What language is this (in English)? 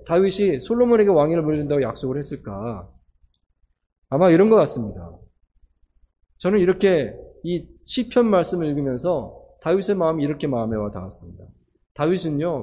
Korean